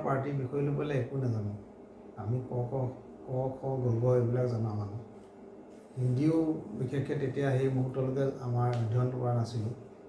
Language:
Assamese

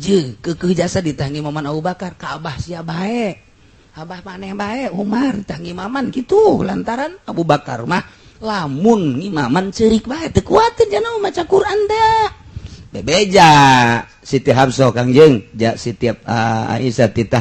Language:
Sundanese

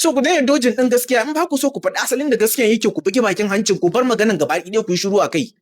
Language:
Hausa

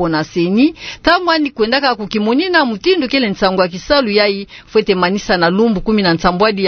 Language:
Kituba (Democratic Republic of Congo)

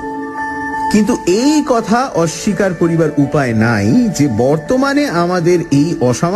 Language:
Bangla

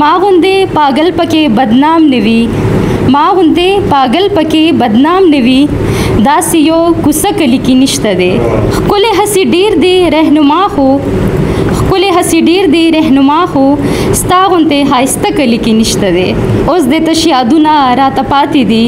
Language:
Pashto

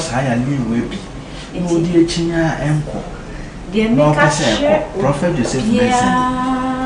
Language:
Akan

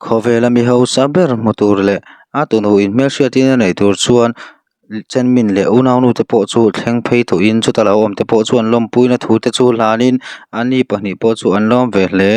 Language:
Mizo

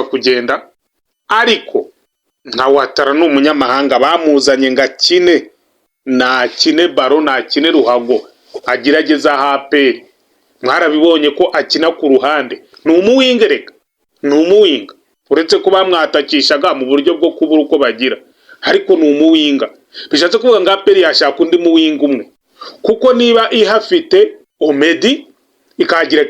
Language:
Kinyarwanda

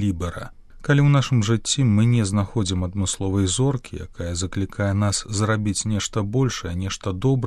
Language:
Belarusian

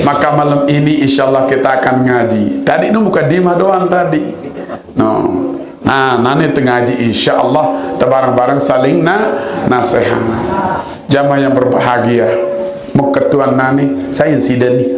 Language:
Sasak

